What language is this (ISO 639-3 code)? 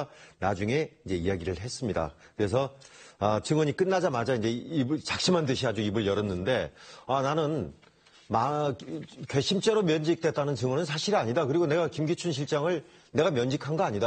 kor